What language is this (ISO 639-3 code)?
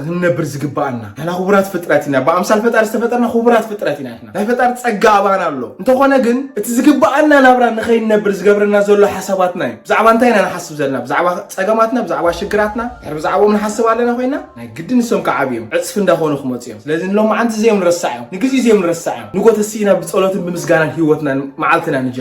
tir